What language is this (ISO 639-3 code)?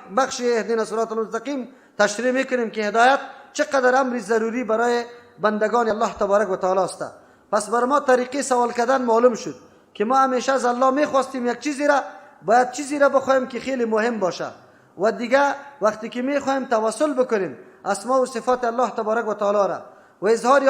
fas